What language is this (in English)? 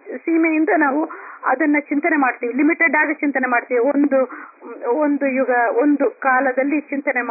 Kannada